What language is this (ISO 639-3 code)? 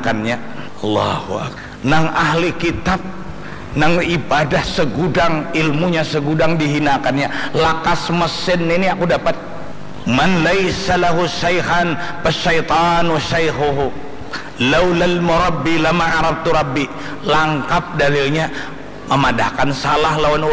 bjn